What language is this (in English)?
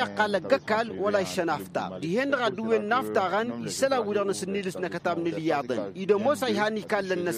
Tamasheq